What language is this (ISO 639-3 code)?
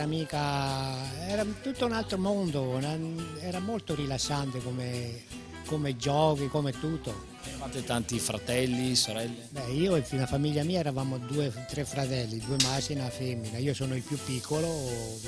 ita